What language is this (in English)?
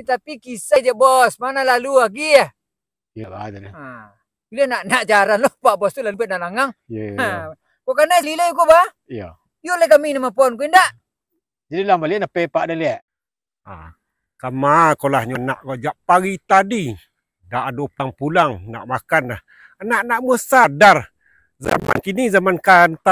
Minangkabau